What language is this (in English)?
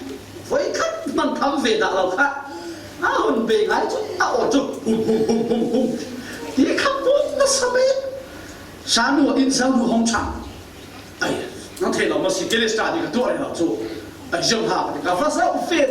Falam Chin